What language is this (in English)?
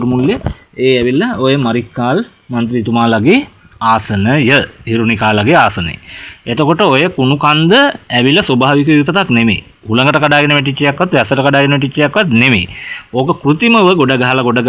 Sinhala